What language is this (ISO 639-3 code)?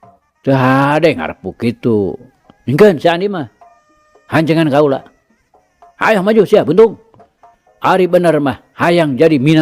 sun